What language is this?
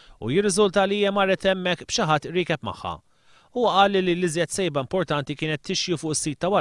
Maltese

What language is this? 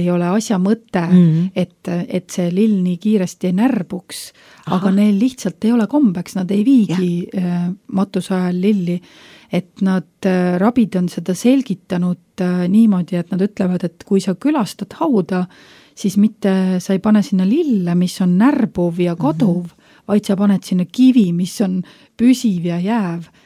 Estonian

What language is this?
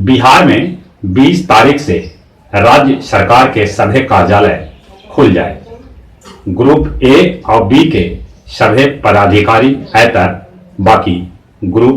Magahi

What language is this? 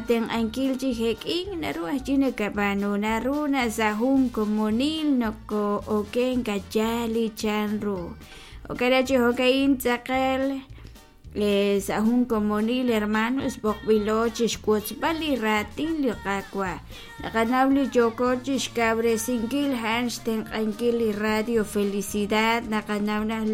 Kekchí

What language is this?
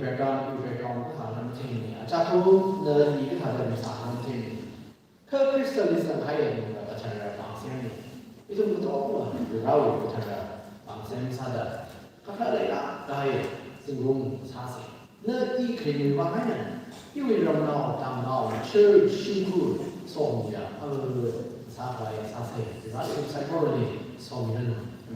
Tangkhul Naga (India)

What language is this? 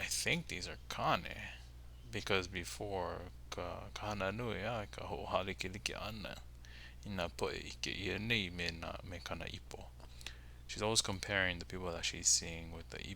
Hawaiian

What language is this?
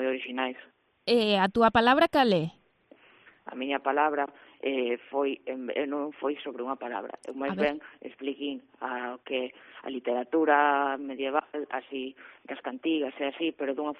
Galician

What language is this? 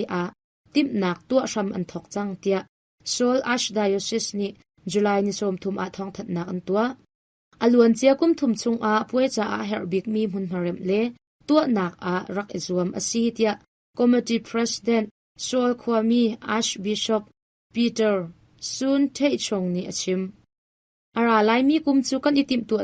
Hakha Chin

